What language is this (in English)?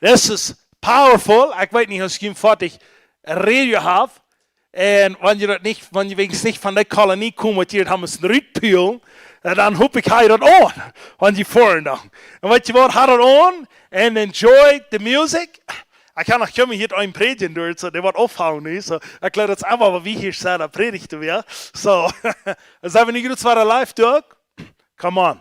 Plautdietsch